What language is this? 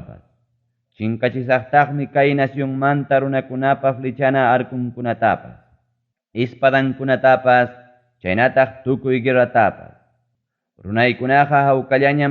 Ayacucho Quechua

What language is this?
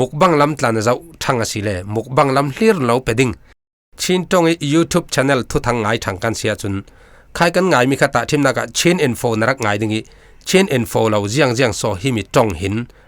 Falam Chin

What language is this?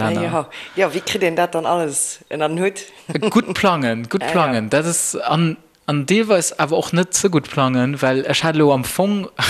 Luxembourgish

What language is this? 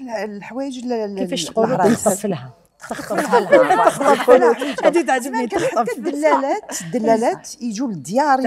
Algerian Arabic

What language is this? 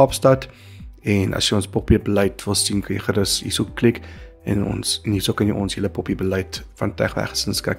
Afrikaans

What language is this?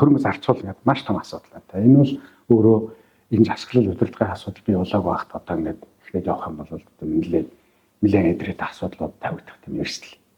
Mongolian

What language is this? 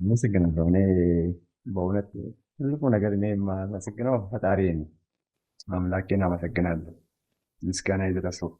Amharic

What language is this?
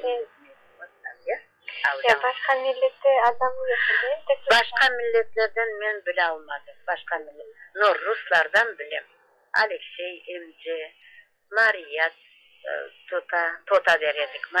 Crimean Tatar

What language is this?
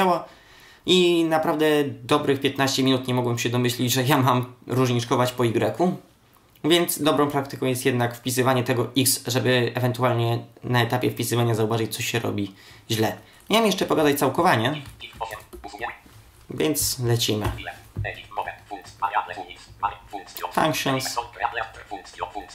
Polish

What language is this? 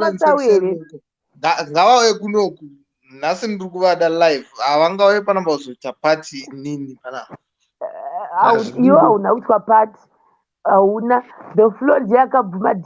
Shona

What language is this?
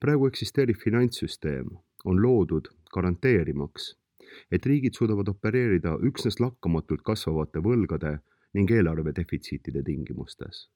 Estonian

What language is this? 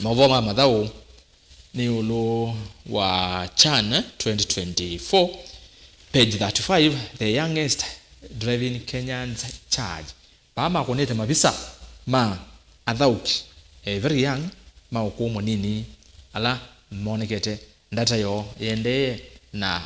Kamba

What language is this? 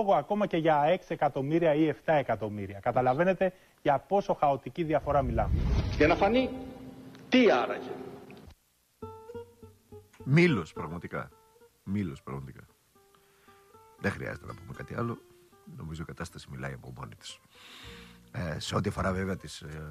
Greek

